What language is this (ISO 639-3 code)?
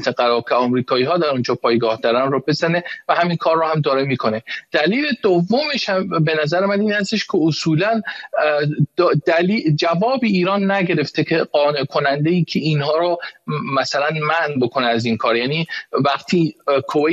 fas